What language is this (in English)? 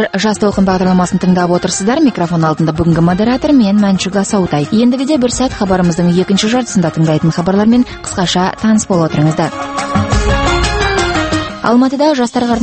Kazakh